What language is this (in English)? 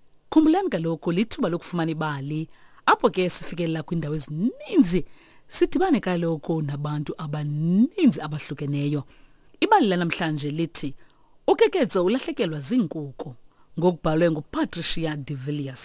Xhosa